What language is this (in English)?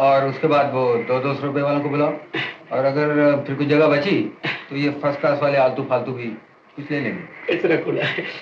Hindi